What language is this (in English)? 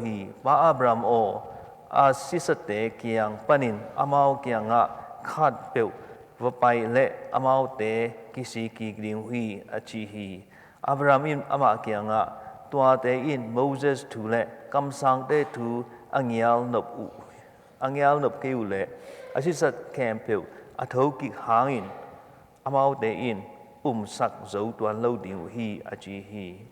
Tedim Chin